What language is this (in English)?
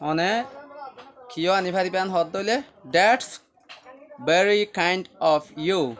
Rohingya